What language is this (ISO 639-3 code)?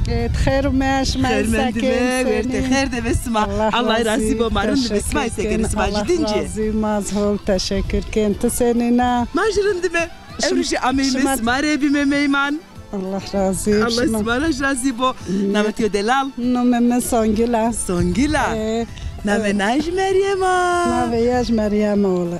zza